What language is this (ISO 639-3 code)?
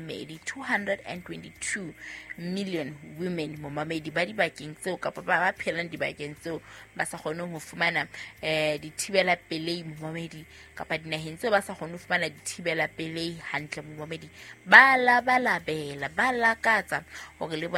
sot